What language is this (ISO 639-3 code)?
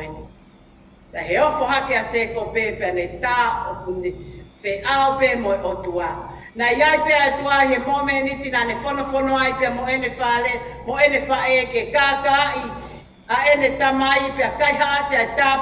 ton